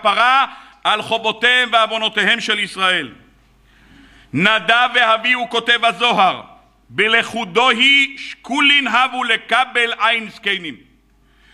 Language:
Hebrew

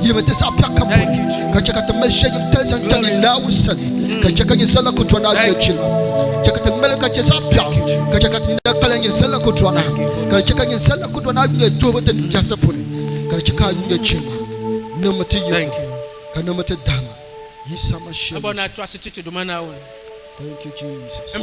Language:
Dagbani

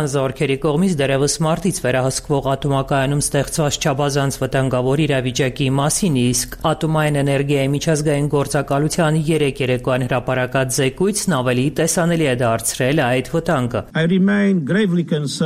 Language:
Armenian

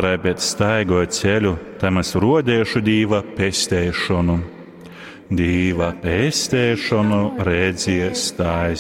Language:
Latgalian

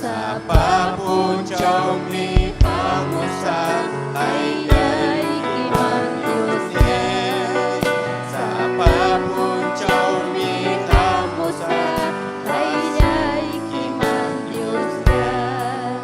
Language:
Ayacucho Quechua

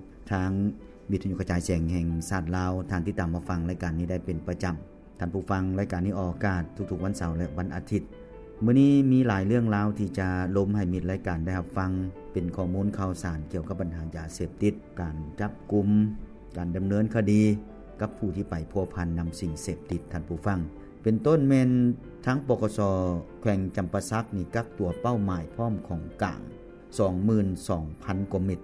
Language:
Lao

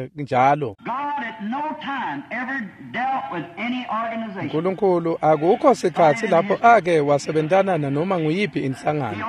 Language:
Swati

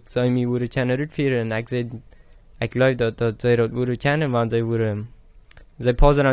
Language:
Plautdietsch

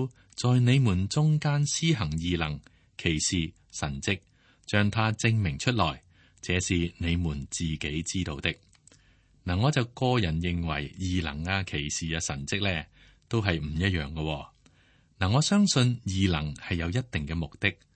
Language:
Cantonese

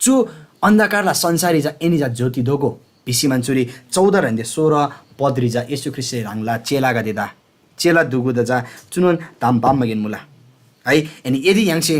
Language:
Eastern Tamang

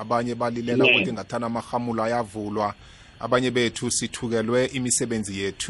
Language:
South Ndebele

